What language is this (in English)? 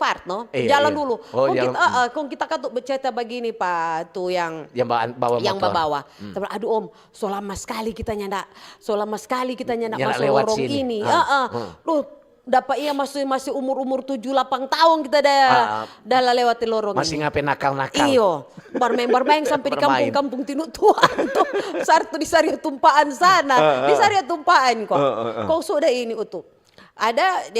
Manado Malay